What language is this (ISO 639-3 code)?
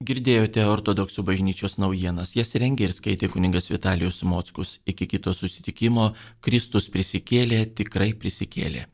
lit